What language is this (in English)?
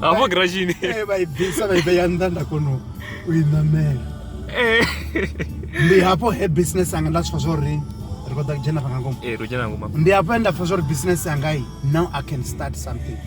Venda